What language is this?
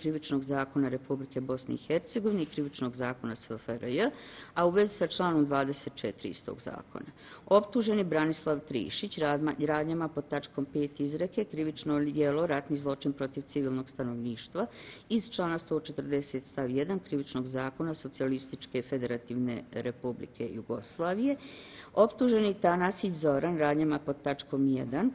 Bosnian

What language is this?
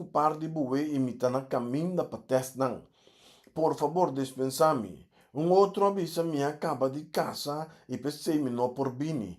Papiamento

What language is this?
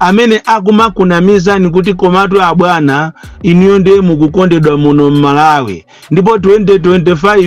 Nyanja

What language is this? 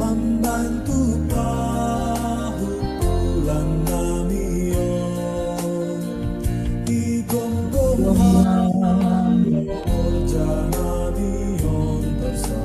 Batak Simalungun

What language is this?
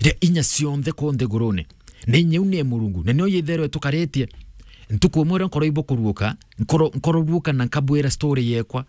Meru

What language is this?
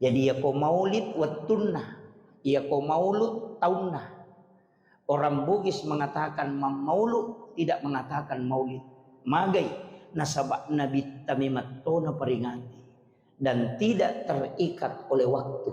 Buginese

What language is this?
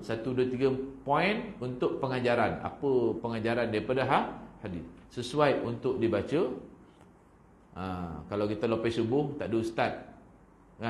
Malay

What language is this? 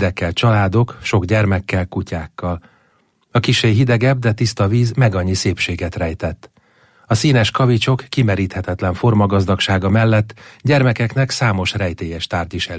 Hungarian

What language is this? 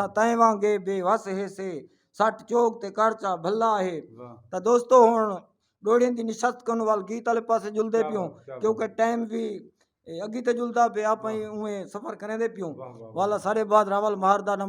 Saraiki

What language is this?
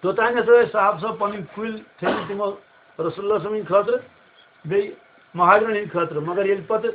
Kashmiri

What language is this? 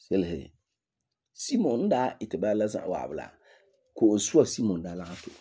Frafra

